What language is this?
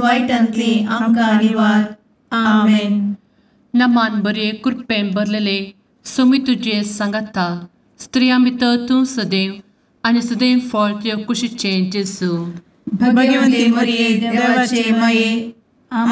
Konkani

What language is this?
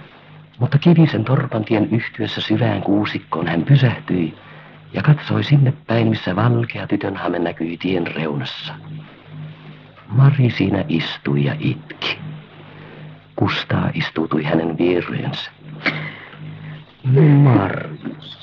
Finnish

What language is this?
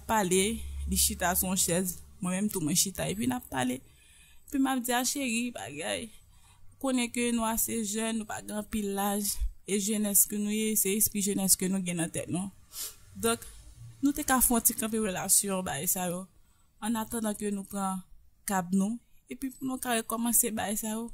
Haitian Creole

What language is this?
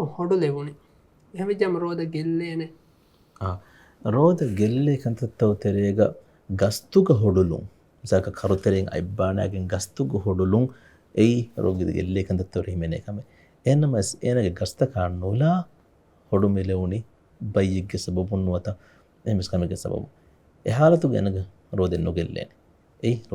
Divehi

